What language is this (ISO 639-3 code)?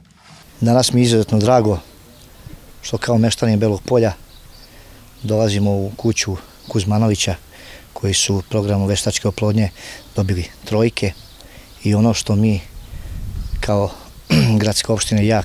srp